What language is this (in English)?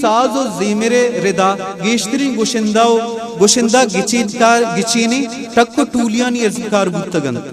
Eastern Balochi